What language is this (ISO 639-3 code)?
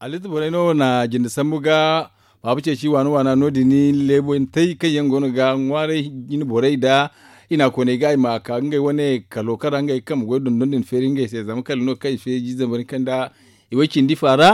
dje